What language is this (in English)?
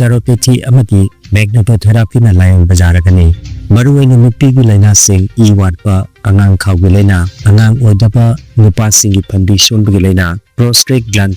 Manipuri